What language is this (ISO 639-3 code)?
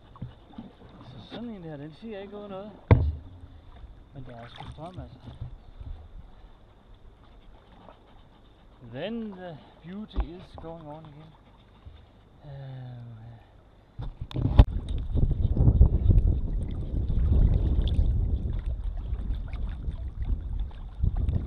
dan